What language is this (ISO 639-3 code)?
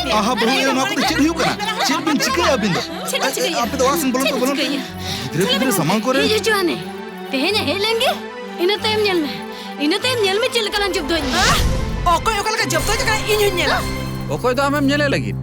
sat